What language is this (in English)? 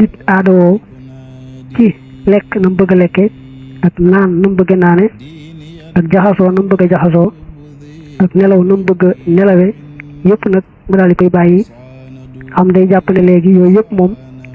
Wolof